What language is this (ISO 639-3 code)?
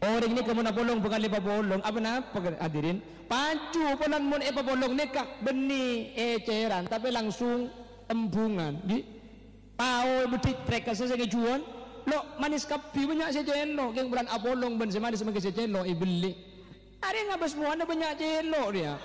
mad